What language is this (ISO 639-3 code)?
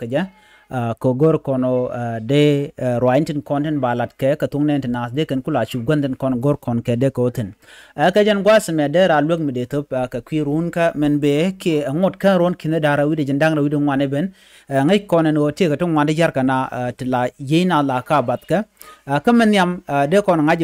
nus